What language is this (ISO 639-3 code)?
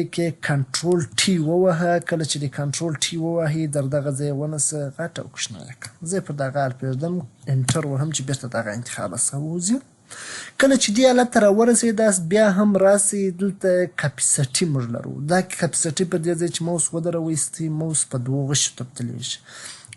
pus